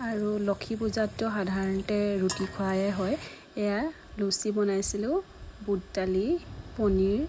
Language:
Assamese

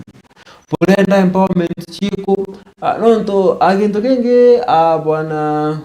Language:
Meru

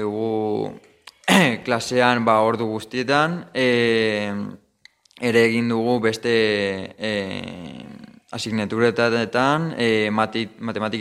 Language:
Basque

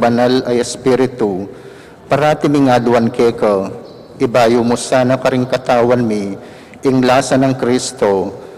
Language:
Pampanga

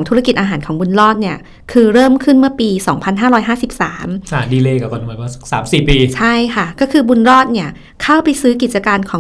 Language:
Thai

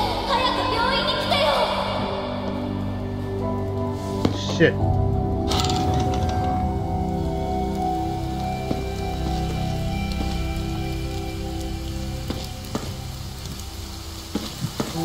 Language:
Japanese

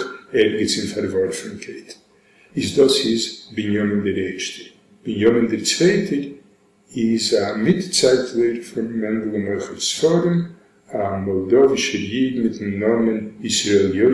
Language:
Yiddish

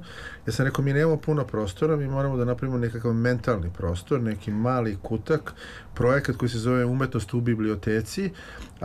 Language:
Serbian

